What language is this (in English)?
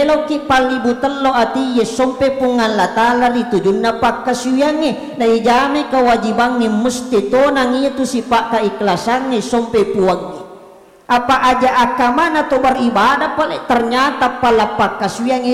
Buginese